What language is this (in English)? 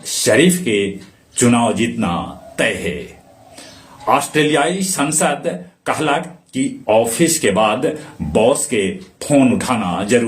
Magahi